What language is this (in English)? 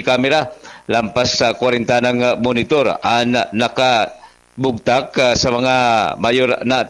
Bikol